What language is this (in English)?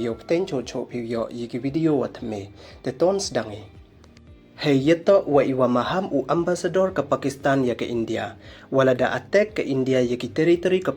Pnar